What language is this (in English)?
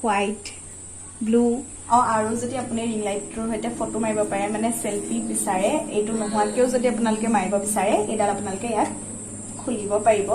Assamese